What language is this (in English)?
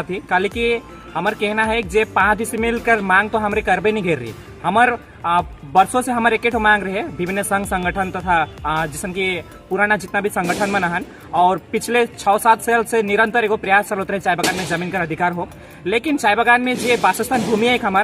Sadri